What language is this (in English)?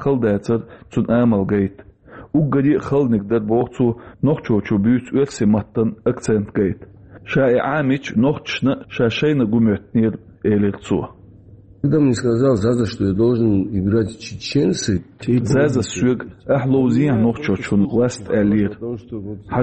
Chechen